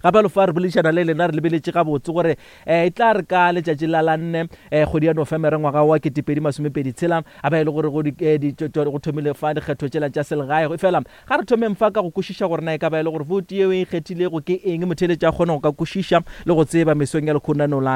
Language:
Northern Sotho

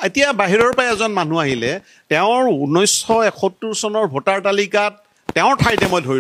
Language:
Assamese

